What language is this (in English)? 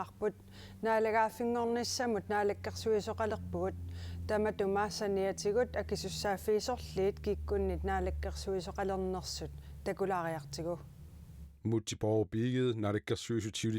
Kalaallisut